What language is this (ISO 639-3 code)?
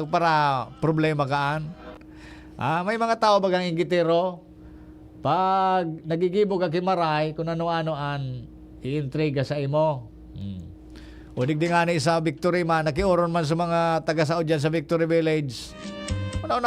bik